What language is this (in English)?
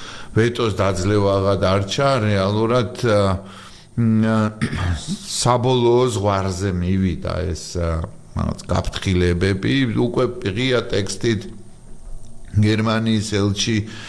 Georgian